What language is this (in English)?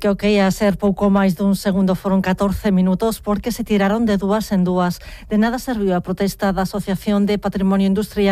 Galician